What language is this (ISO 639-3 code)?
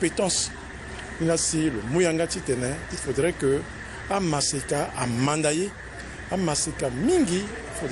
sag